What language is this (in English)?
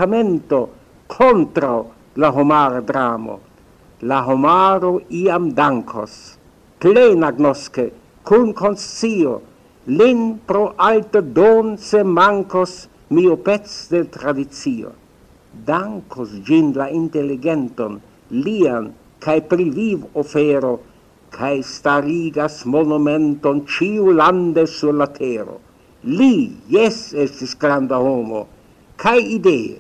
Esperanto